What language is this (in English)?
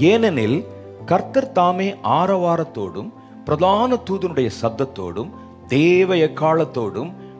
Tamil